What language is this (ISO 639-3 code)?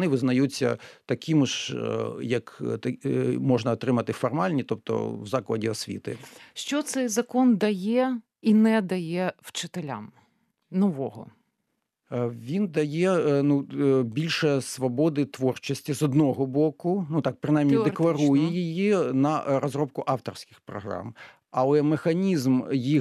ukr